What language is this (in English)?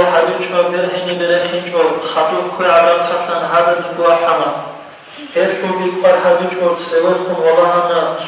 Avaric